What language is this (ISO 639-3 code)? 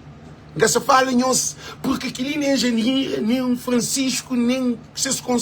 kea